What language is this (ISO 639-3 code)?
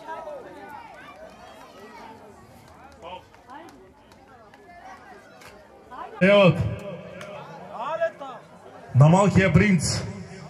bul